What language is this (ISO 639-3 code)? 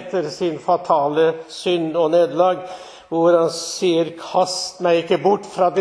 nor